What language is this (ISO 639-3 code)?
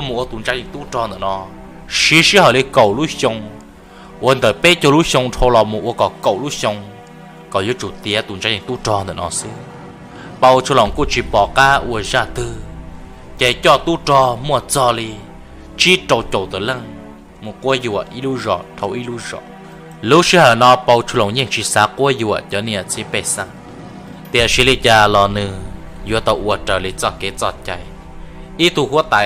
hmn